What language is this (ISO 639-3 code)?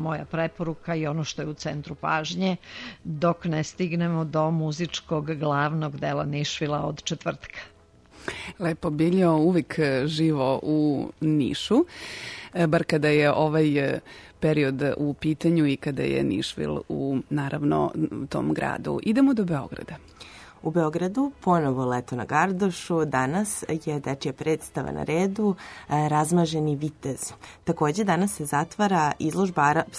srp